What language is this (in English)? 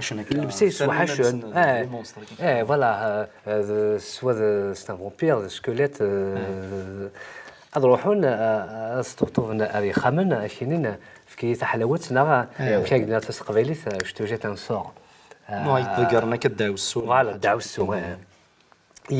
Kabyle